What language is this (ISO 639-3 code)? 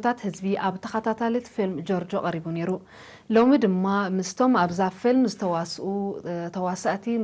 tir